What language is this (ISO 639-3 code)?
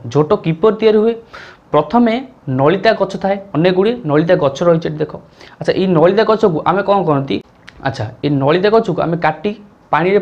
ori